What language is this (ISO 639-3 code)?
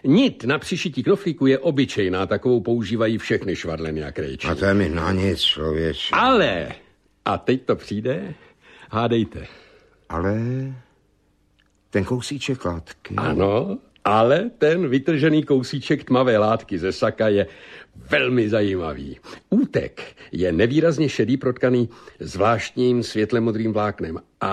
ces